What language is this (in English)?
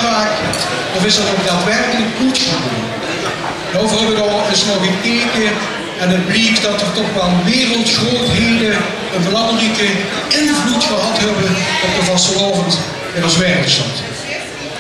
Limburgish